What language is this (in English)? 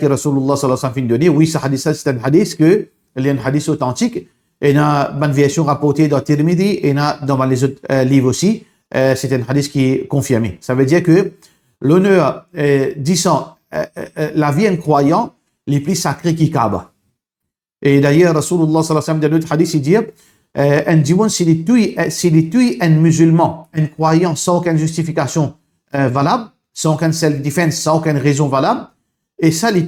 Morisyen